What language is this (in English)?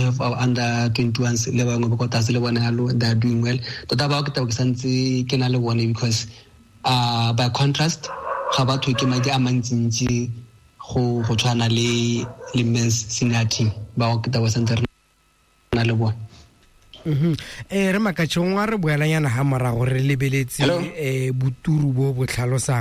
Tswana